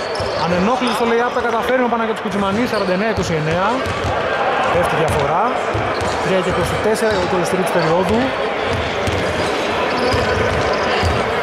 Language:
Greek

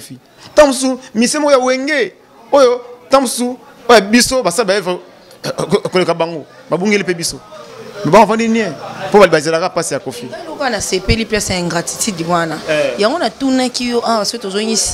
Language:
Lingala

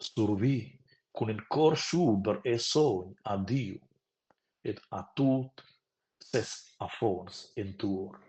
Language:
Romansh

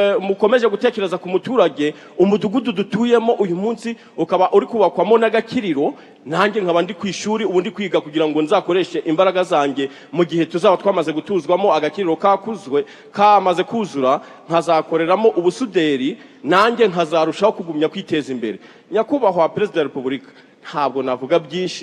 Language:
Kinyarwanda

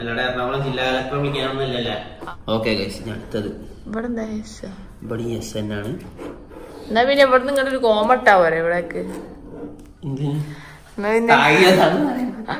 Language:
Malayalam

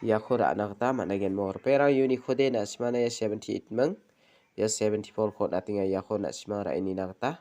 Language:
Garo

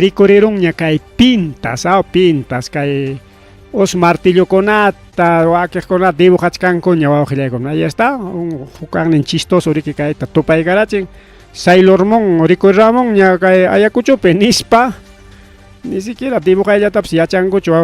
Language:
Ayacucho Quechua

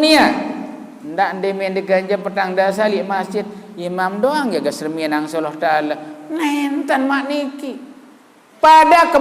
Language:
Sasak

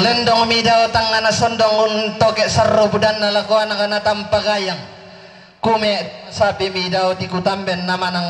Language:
Toraja-Sa'dan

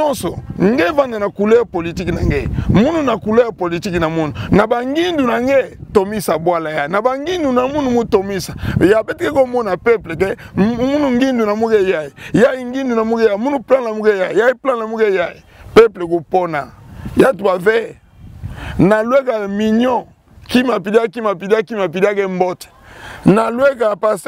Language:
Kituba (Democratic Republic of Congo)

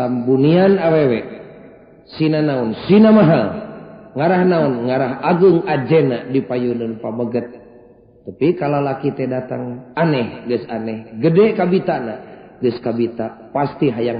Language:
Sundanese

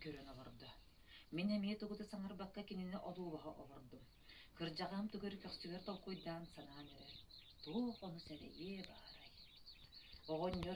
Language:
Yakut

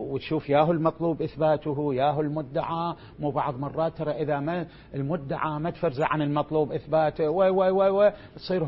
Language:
Mesopotamian Arabic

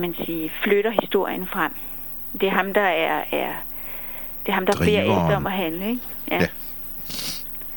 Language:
Danish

